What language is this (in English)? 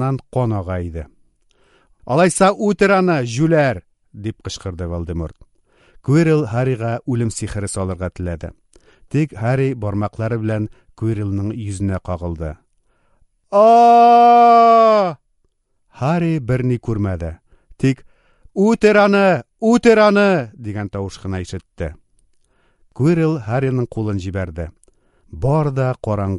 Tatar